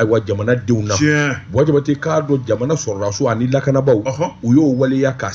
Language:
Bambara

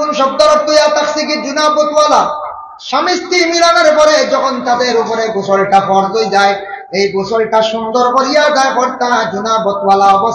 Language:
Sylheti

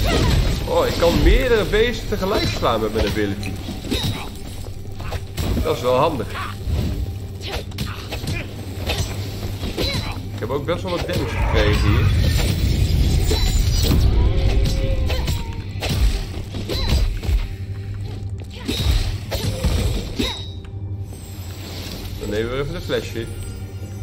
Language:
Dutch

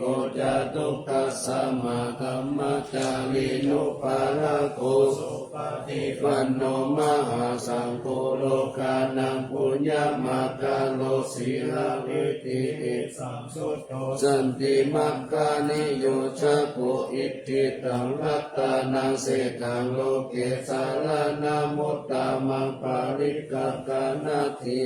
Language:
Pali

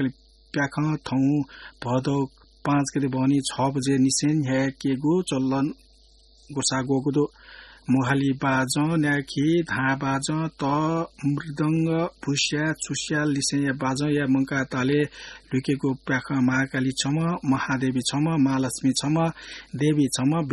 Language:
Newari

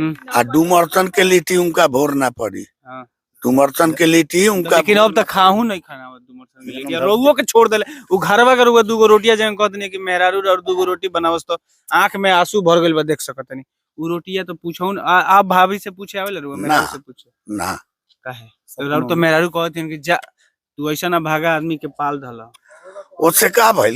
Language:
Bhojpuri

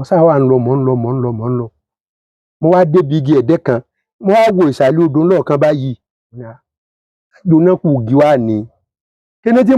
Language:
Yoruba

